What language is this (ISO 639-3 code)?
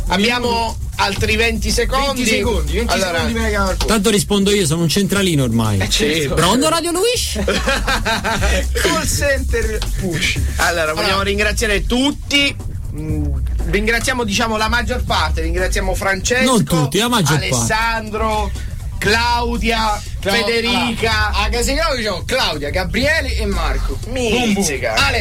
ita